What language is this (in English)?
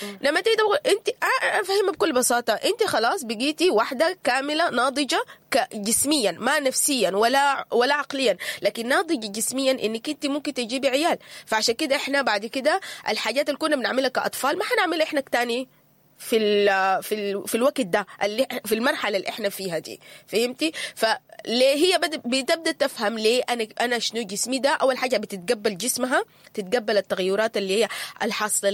Sudanese Arabic